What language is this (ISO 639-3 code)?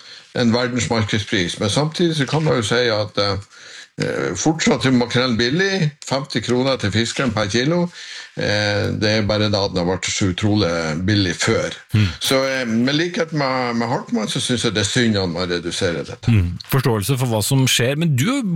nor